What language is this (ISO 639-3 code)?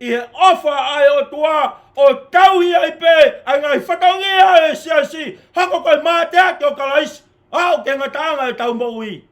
ton